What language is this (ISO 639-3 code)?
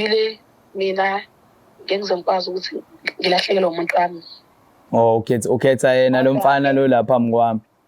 zul